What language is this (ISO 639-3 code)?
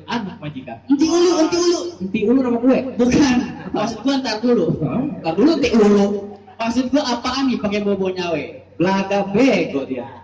bew